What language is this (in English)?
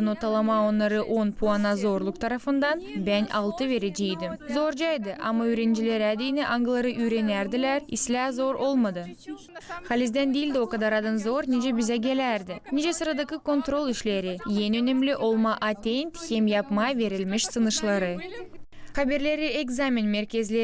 Gagauz